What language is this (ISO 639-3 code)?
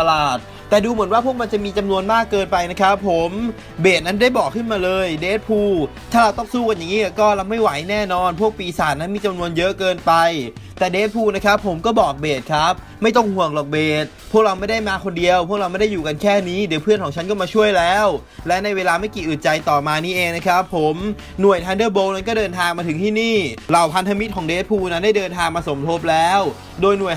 tha